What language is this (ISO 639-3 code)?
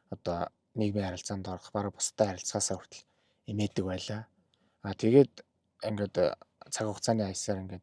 mon